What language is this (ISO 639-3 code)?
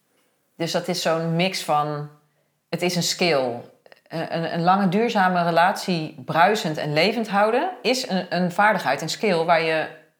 nld